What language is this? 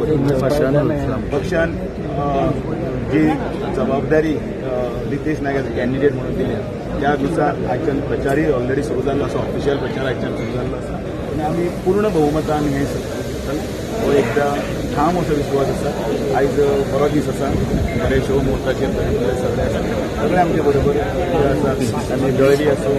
Konkani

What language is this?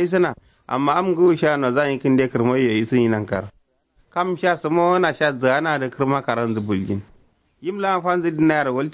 Kanuri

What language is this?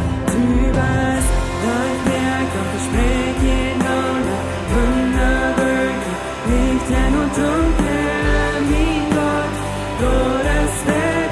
Plautdietsch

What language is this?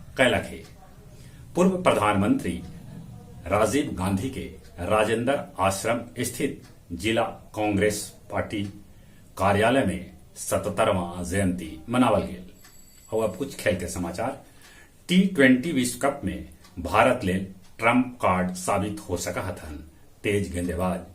Magahi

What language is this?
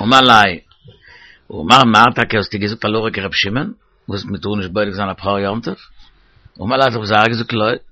Yiddish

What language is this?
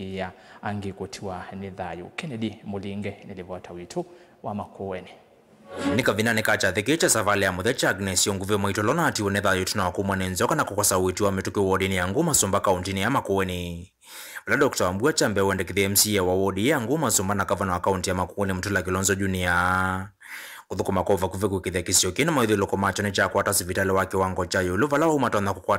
Kamba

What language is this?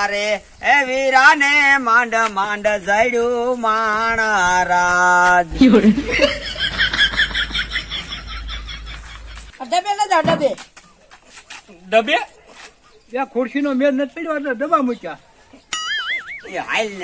Gujarati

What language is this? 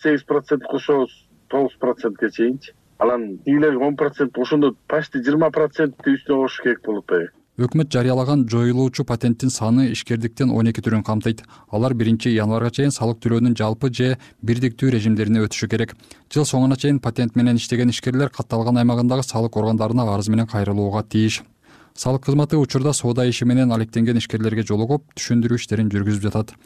Kyrgyz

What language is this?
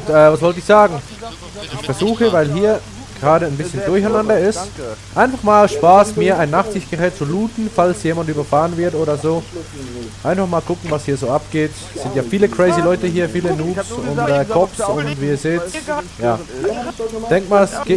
Swiss German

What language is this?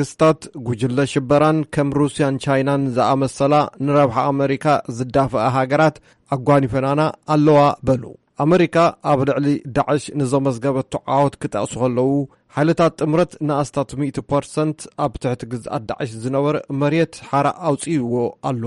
Tigrinya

